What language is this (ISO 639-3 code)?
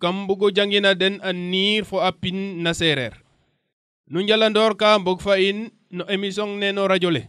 srr